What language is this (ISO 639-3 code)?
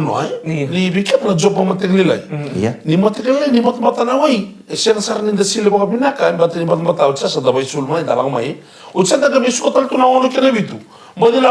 fij